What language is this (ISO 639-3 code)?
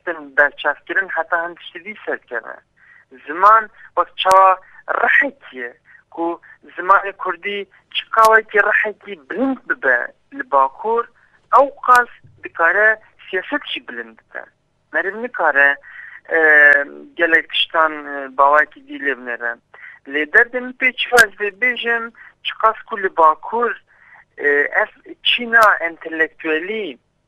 kur